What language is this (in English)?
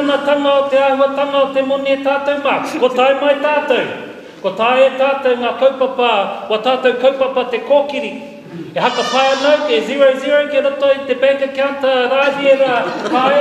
Māori